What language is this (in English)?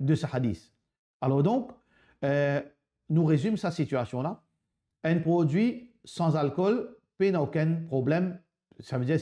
Morisyen